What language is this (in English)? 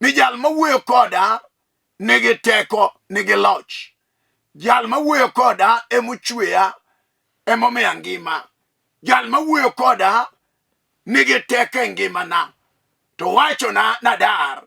Luo (Kenya and Tanzania)